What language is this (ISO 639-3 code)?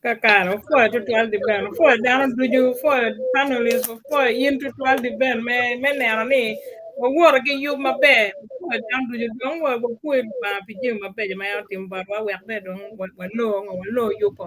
ach